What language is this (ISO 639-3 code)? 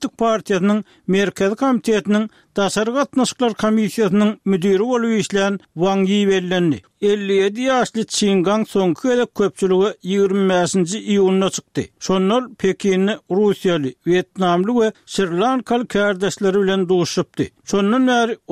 tuk